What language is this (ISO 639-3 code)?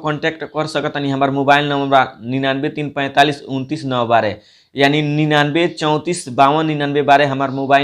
bho